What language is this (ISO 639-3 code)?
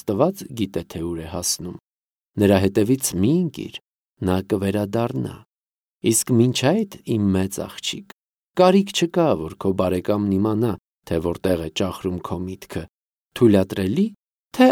hye